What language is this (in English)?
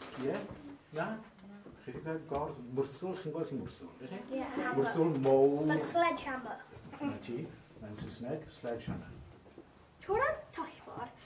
Welsh